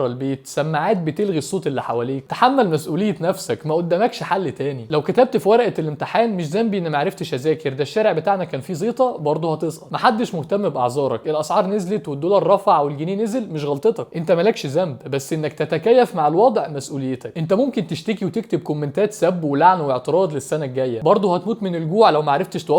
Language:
Egyptian Arabic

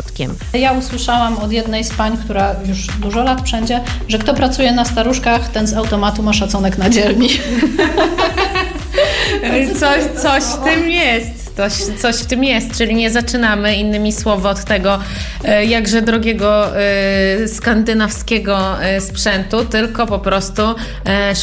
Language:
Polish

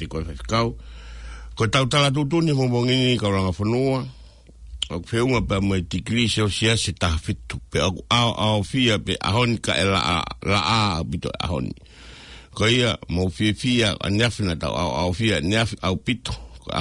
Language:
Tongan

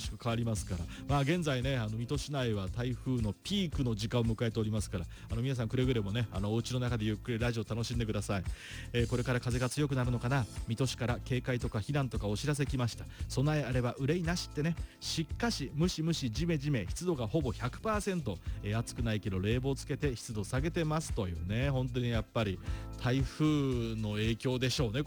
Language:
Japanese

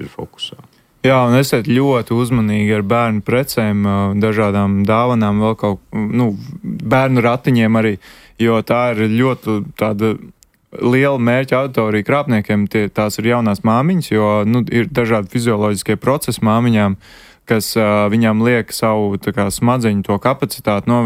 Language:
Latvian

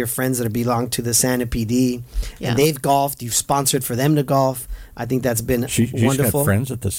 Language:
English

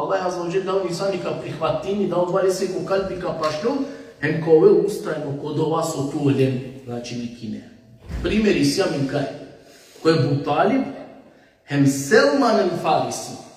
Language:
Balkan Romani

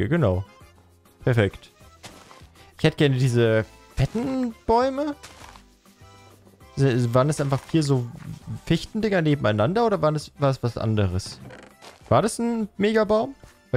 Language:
German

